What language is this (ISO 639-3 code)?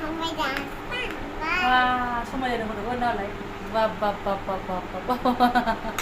brx